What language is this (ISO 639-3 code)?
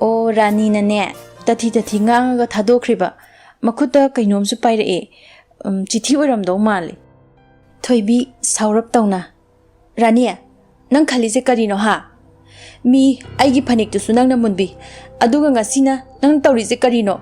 mni